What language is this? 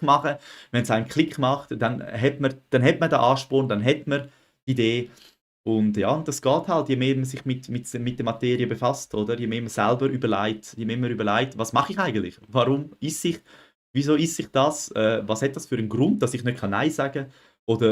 Swiss German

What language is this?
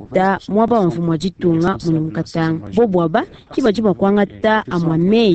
Luba-Lulua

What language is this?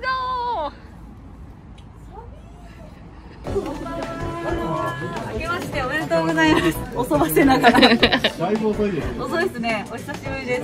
Japanese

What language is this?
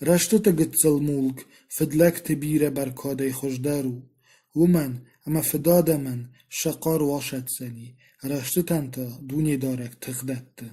Ossetic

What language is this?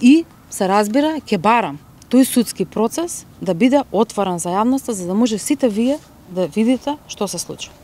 Macedonian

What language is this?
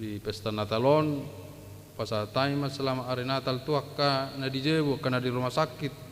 Batak Toba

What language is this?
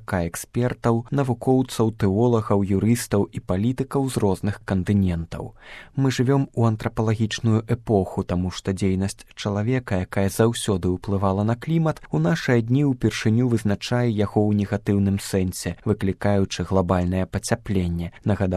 Belarusian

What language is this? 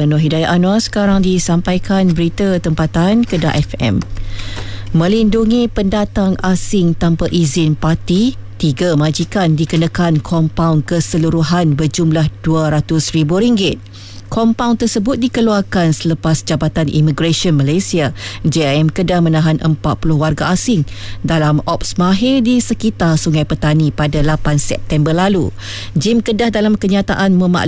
Malay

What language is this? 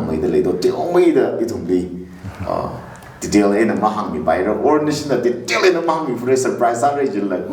Tangkhul Naga (India)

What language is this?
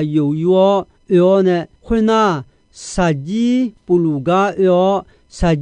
Akha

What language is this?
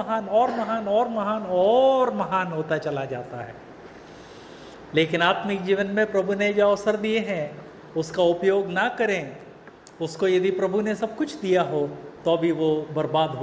Hindi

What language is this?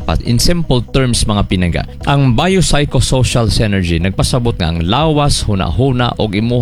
Cebuano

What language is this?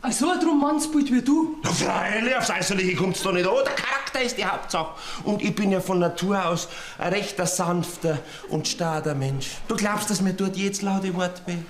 Bavarian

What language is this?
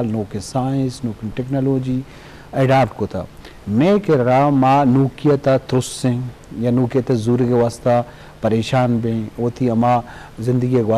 Eastern Balochi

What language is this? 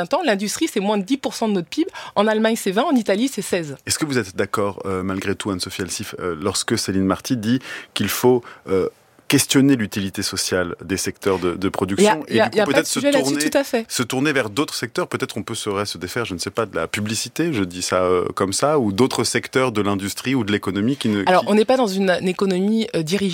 French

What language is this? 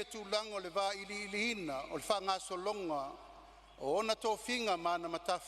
Samoan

